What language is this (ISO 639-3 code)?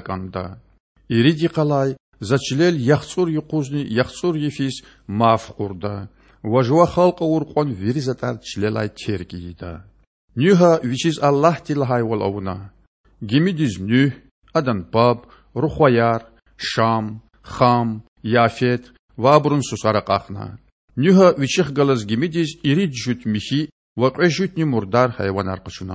lez